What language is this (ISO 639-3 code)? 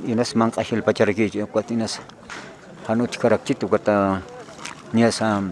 aym